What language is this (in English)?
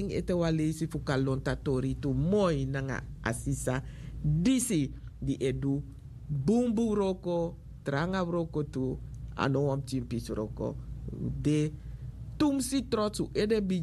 Sranan Tongo